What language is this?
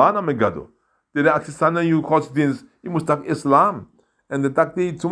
Sranan Tongo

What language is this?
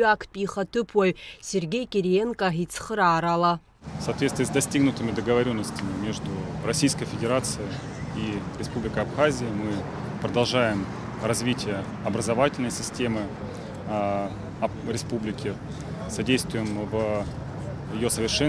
Abkhazian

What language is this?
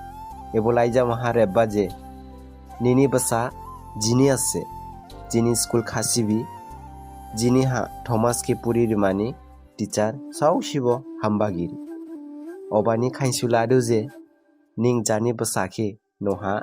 Dimasa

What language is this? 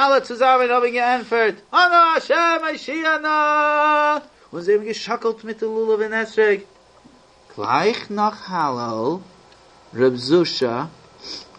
Yiddish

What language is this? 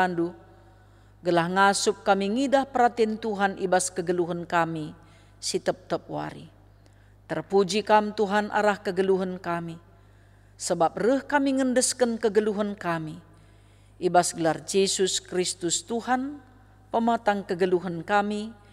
Batak Karo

